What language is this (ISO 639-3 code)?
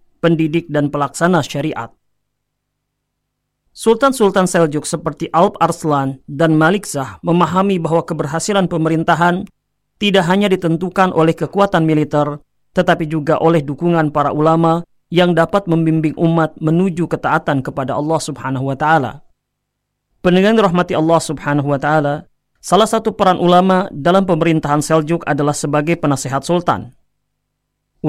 ind